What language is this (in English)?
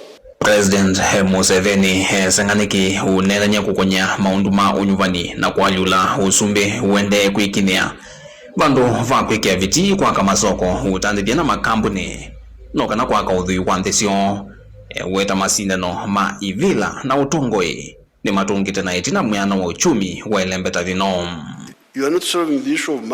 Kamba